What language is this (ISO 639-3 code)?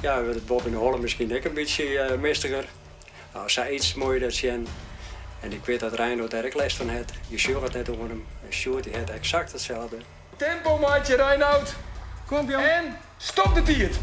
fry